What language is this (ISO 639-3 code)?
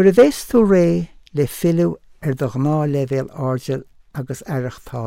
gle